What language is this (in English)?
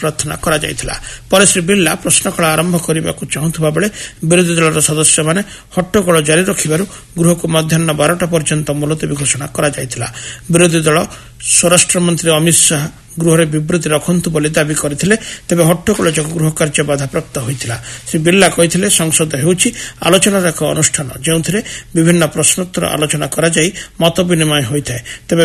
Odia